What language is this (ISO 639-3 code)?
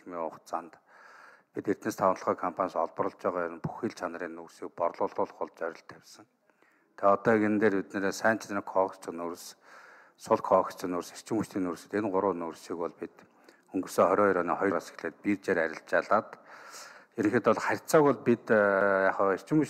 mon